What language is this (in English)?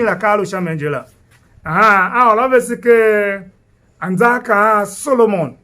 Tiv